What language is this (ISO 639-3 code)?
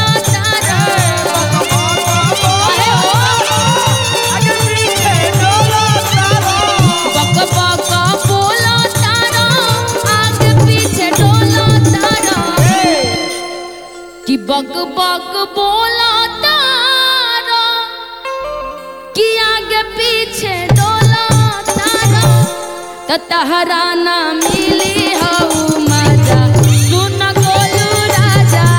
bho